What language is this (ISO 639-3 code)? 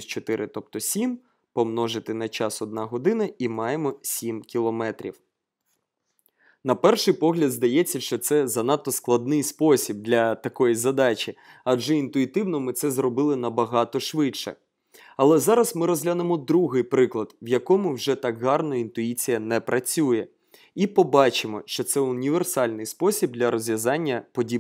ukr